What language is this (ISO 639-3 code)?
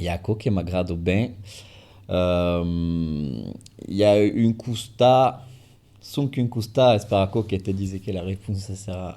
oci